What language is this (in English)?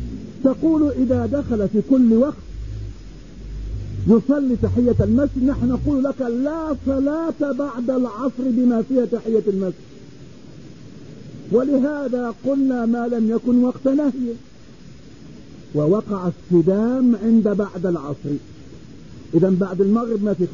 Arabic